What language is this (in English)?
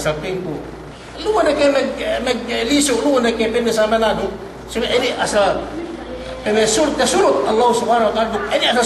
Yakan